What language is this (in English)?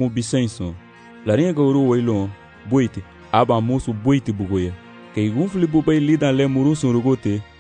Garifuna